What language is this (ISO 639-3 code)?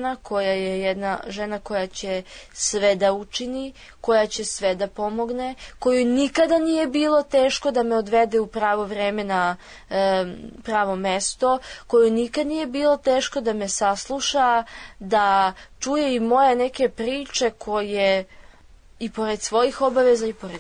srp